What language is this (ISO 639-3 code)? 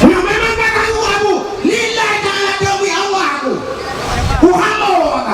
ace